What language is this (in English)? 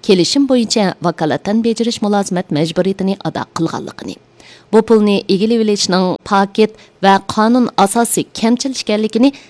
Uyghur